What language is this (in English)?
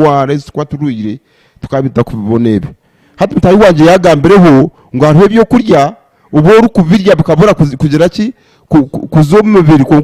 Nyankole